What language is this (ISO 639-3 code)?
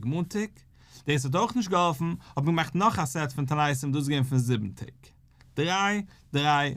yid